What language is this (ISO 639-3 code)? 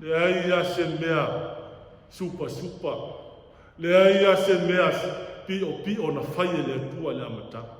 smo